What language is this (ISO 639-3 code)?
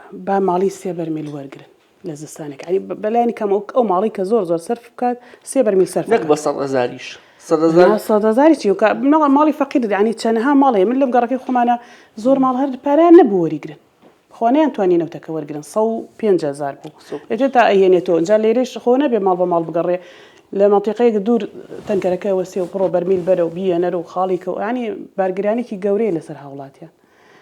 ckb